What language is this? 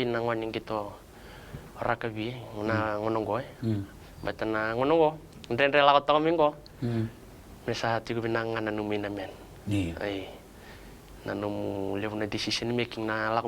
Fijian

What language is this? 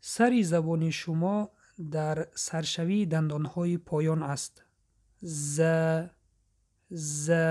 Tajik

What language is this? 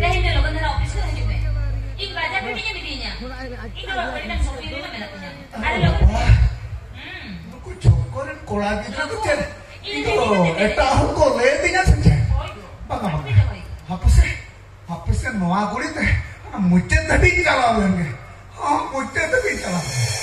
Santali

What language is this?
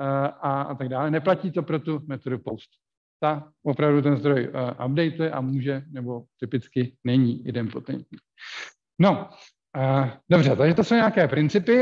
Czech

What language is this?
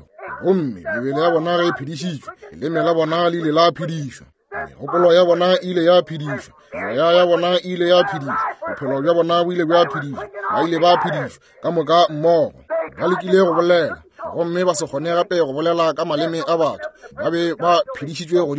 Northern Sotho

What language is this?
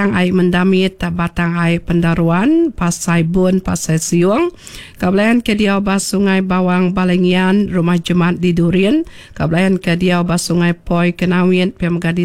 Iban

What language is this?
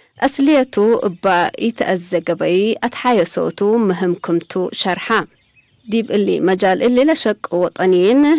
Tigre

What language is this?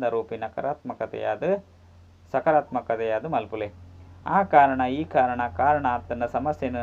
Tulu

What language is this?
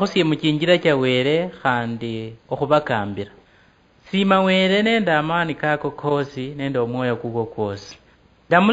Luyia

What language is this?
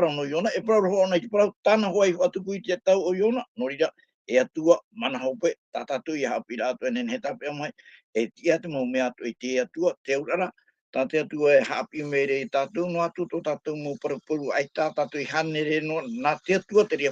Tahitian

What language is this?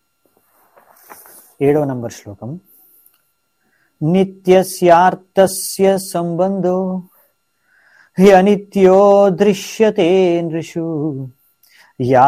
Telugu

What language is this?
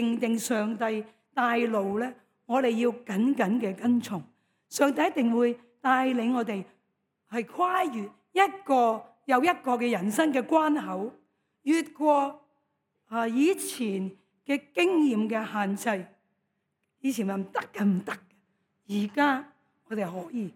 Cantonese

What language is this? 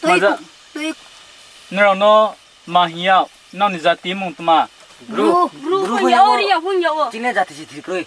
Riang (India)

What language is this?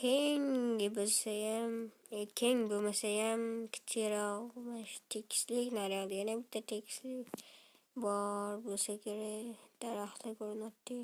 Uzbek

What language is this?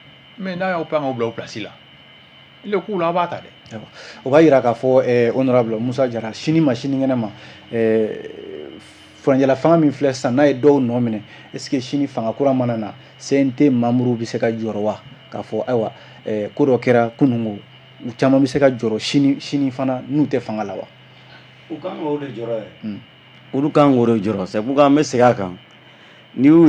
Bambara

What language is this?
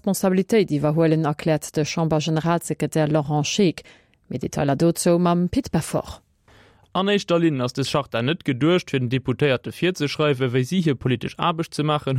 Luxembourgish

